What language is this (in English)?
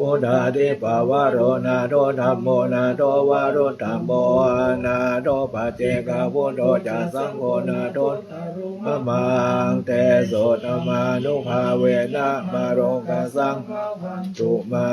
Pali